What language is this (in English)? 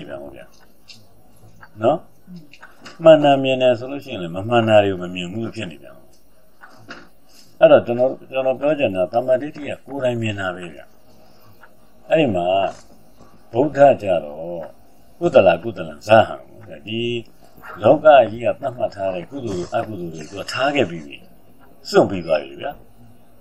Burmese